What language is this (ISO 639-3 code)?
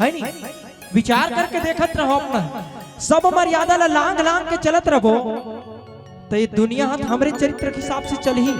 hne